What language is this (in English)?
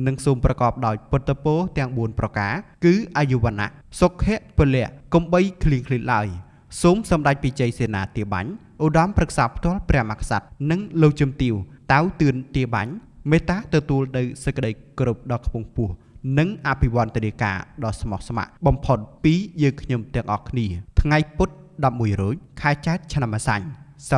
Khmer